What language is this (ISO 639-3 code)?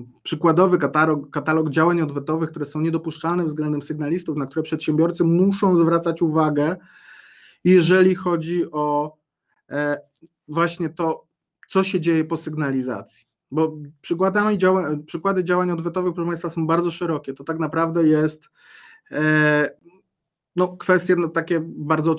pol